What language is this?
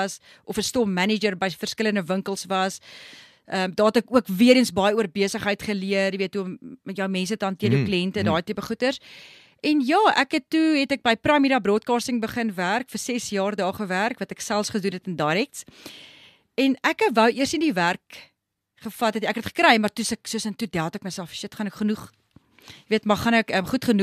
Afrikaans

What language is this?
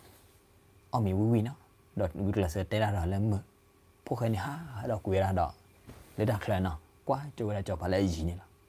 S'gaw Karen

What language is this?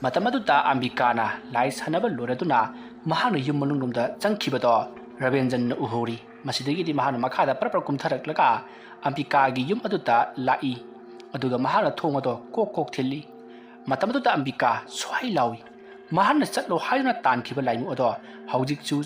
Manipuri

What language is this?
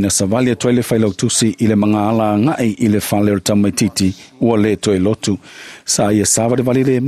Samoan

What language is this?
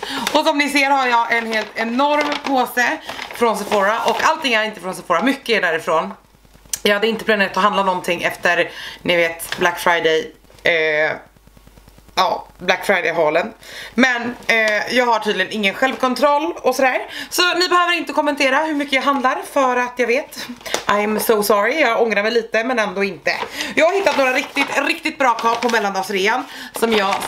Swedish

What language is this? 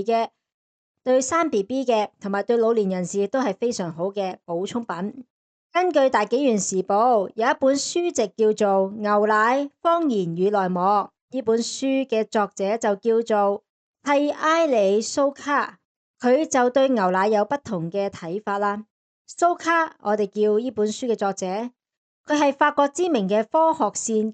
Cantonese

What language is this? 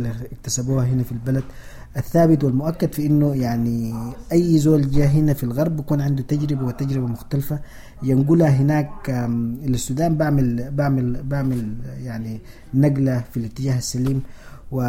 Sudanese Arabic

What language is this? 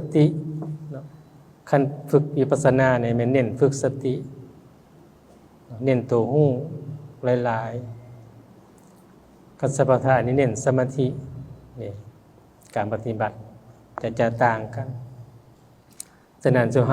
Lao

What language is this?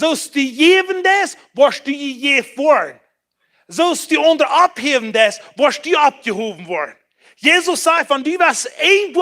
Plautdietsch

